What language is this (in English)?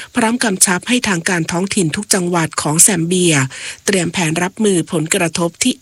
Thai